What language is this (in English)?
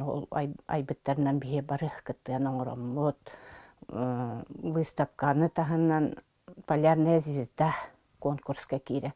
Yakut